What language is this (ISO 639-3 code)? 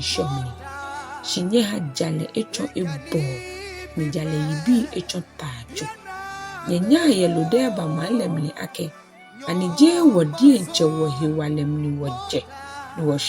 gaa